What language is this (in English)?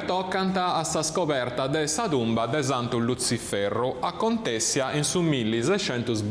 Sardinian